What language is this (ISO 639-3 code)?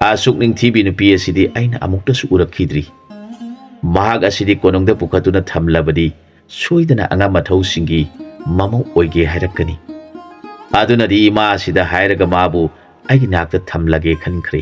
mni